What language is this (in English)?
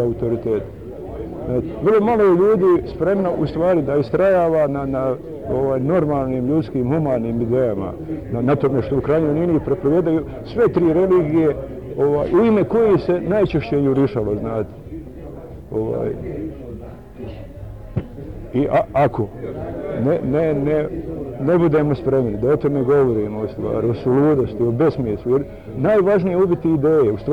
Bosnian